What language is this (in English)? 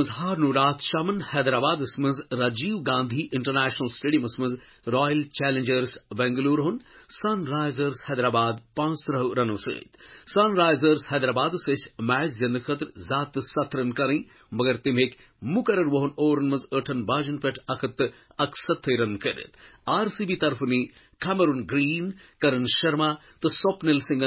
Kashmiri